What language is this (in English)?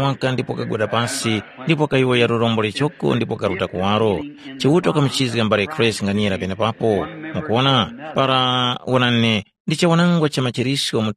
Tumbuka